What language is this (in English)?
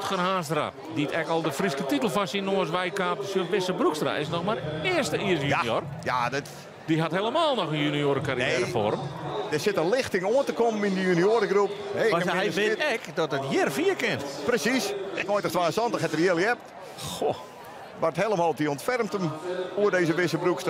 Western Frisian